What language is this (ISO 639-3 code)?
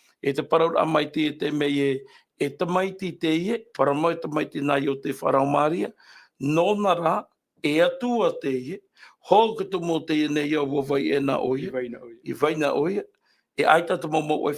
tah